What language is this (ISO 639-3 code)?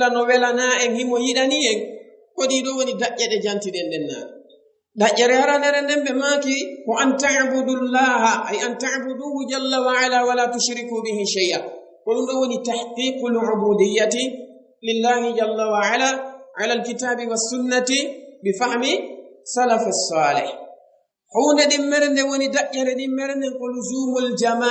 ful